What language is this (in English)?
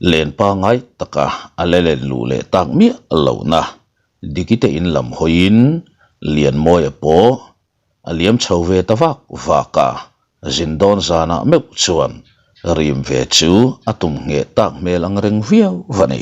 Mizo